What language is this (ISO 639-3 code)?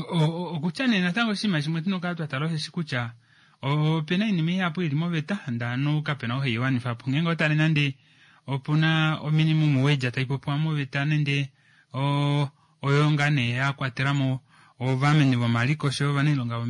kua